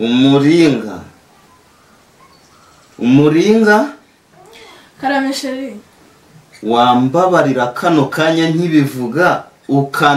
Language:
Kinyarwanda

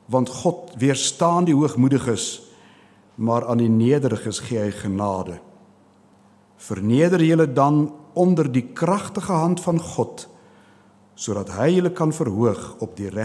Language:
Afrikaans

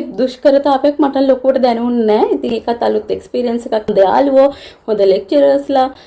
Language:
Sinhala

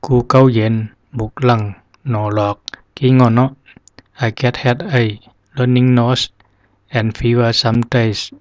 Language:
Zhuang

